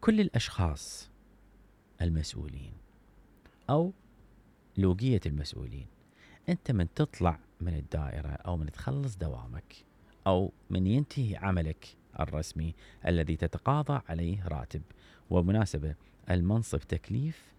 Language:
Mesopotamian Arabic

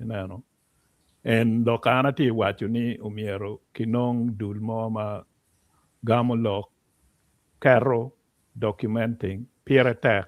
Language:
Acoli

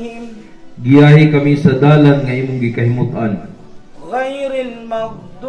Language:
Cebuano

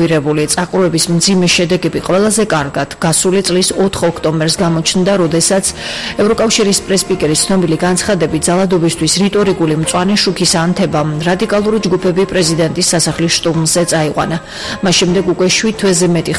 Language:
Georgian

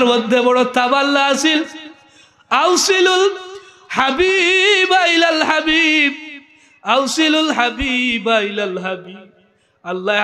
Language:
Sylheti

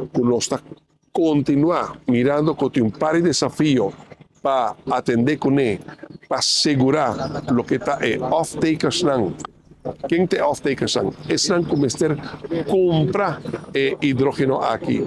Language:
Papiamento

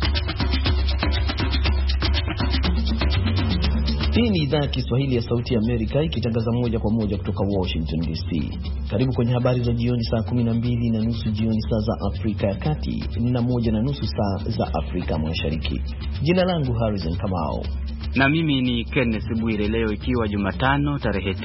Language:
Swahili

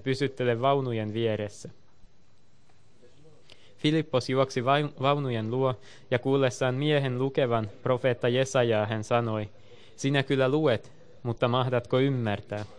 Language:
Finnish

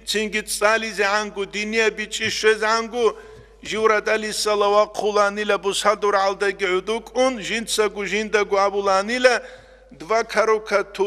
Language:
Avaric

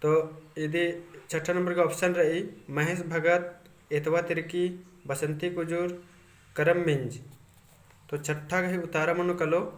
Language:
Kurukh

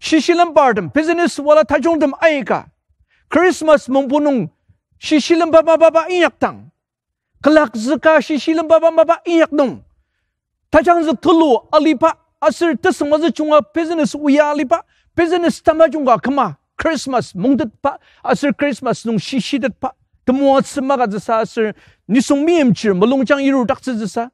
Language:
Ao Naga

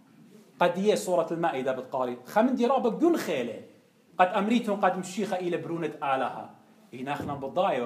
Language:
Assyrian Neo-Aramaic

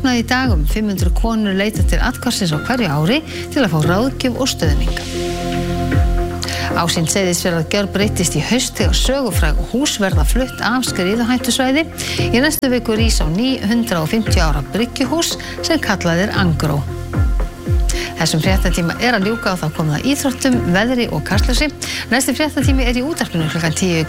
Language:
Icelandic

